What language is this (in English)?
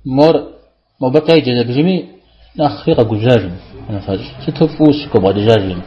Kabardian